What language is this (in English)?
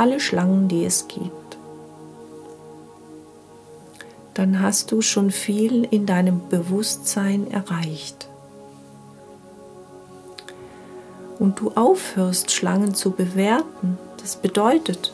German